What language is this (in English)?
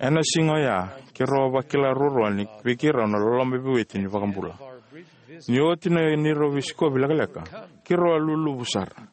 Fijian